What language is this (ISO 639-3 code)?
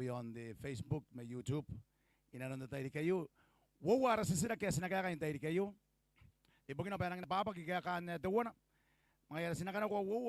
gil